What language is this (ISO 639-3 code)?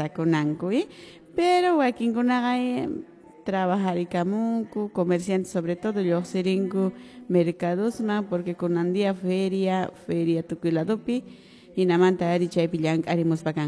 que